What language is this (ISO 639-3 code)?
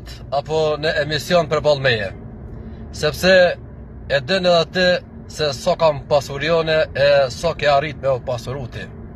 sqi